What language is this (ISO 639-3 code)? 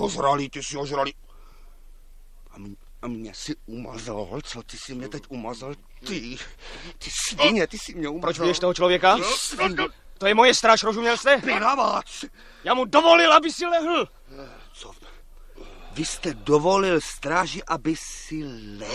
ces